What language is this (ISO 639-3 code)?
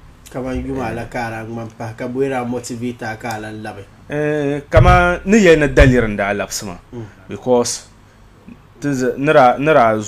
dag